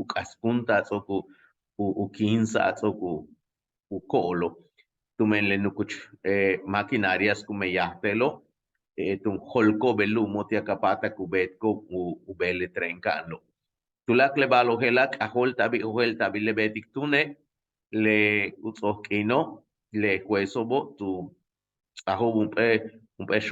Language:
Yucateco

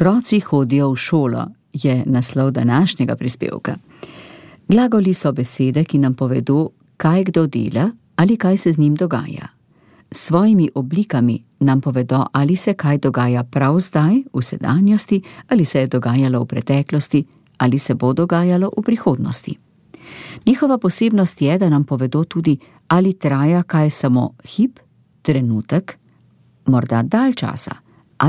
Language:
Slovenian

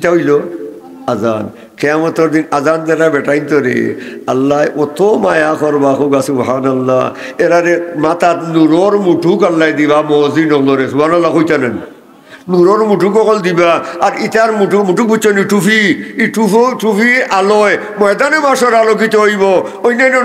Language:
Sylheti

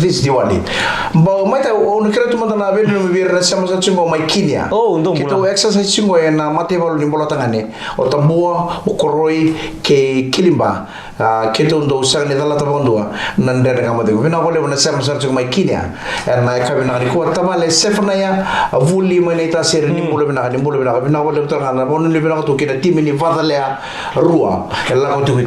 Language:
Fijian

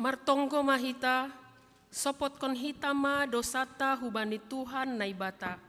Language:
Batak Simalungun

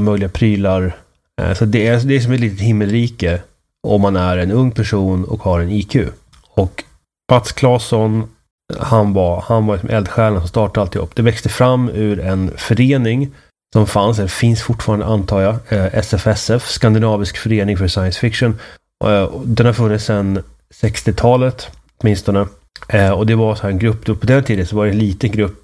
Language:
Swedish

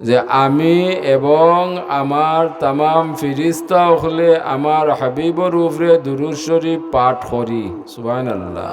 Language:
Sylheti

